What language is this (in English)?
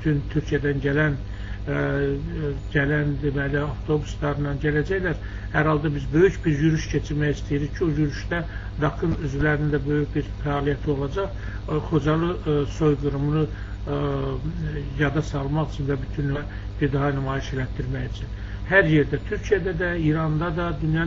Azerbaijani